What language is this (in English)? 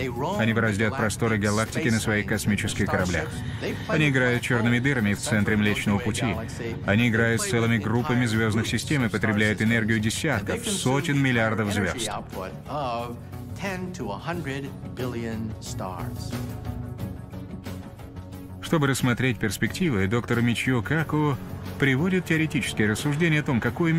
Russian